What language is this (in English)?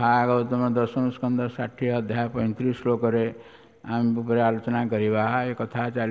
Odia